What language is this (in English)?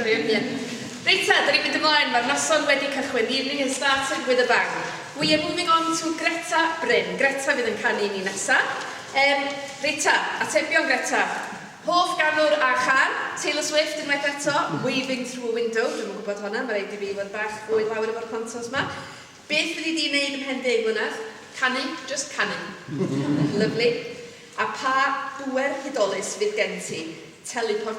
Welsh